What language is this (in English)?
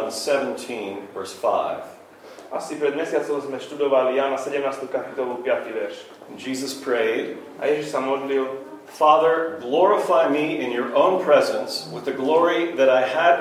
Slovak